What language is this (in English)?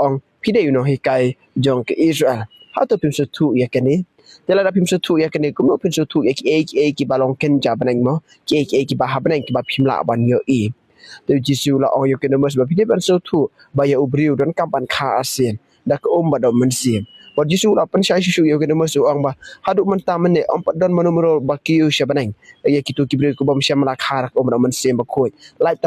Khasi